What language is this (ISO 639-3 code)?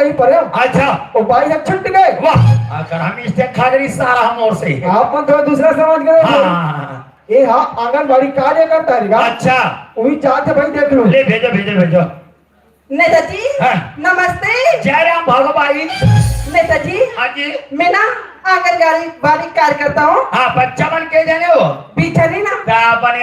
hne